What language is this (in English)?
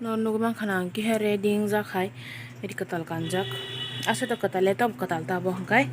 Kok Borok